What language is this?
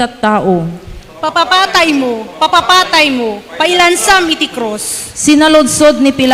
Iloko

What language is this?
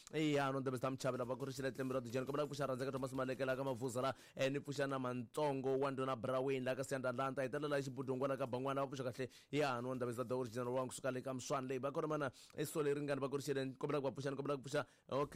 Tsonga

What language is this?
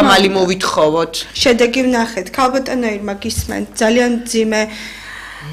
Georgian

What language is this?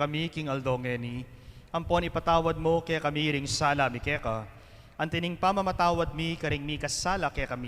Pampanga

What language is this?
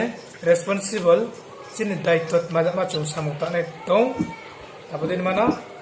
Riang (India)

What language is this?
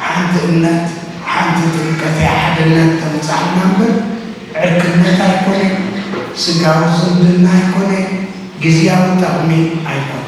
Tigrinya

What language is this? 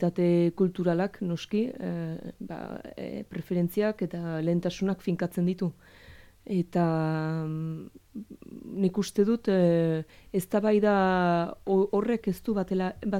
Basque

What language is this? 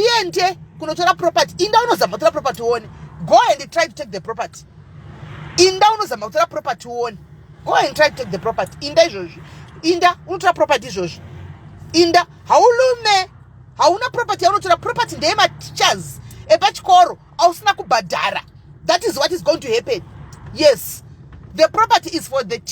Shona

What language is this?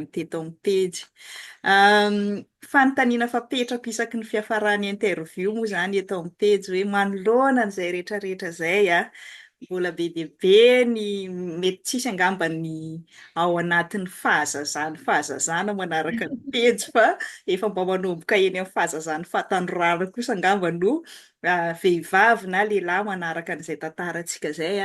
Malagasy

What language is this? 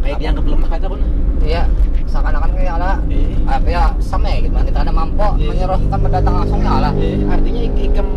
Banjar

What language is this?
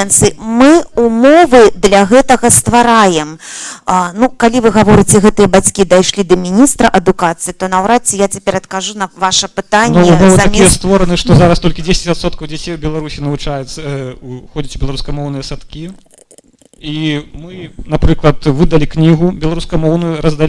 Belarusian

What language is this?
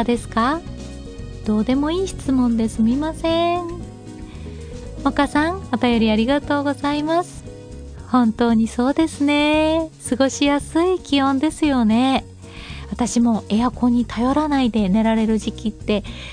Japanese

